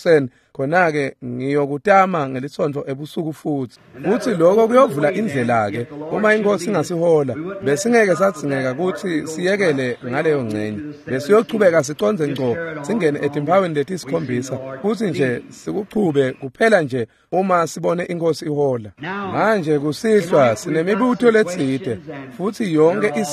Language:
Swati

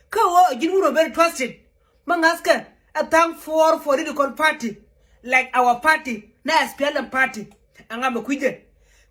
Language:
Nuer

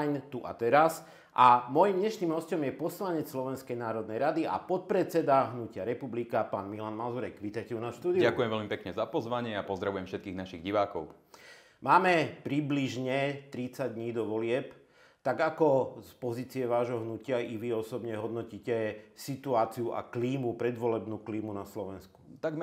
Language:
Slovak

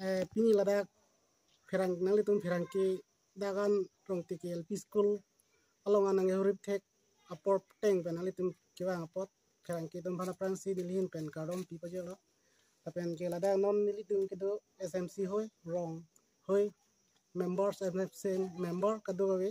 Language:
Karbi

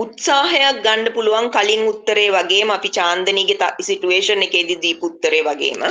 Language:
Sinhala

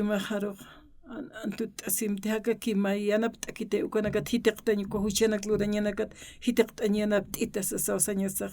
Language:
Aymara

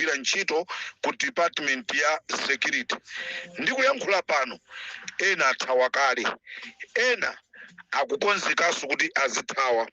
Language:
Nyanja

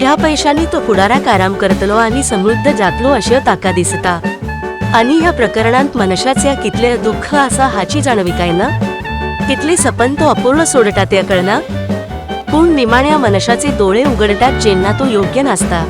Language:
Konkani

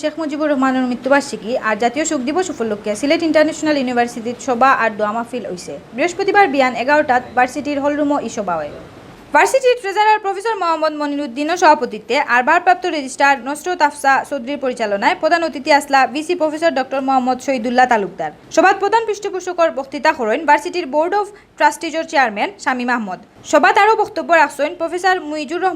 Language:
Sylheti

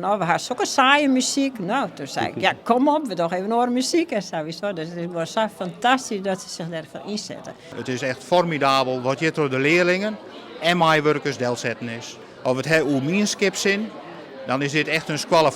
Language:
Western Frisian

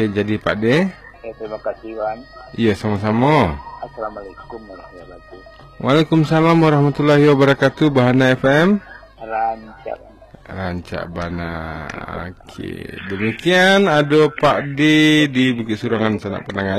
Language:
Minangkabau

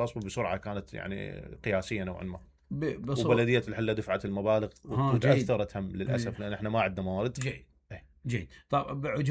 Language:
Mesopotamian Arabic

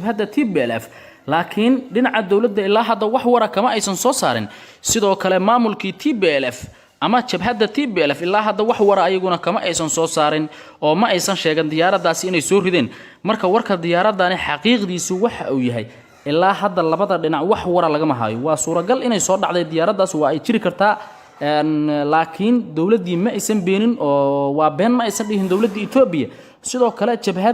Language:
Somali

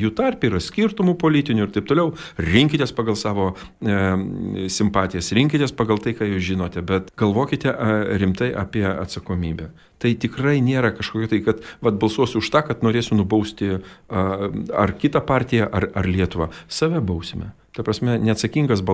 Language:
Lithuanian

